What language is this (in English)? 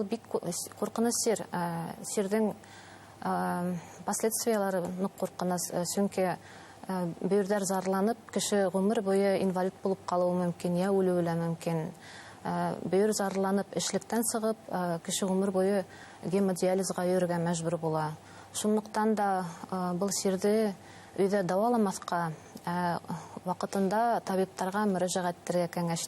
Bashkir